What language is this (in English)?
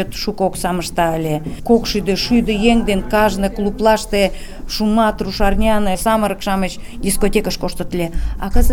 Mari